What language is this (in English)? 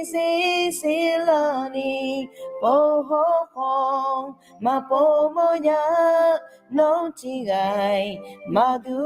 Akha